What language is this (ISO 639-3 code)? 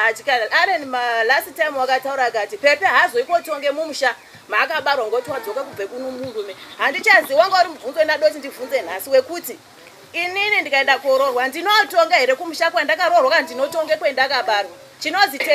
sna